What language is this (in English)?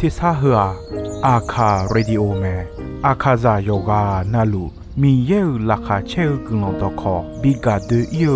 Akha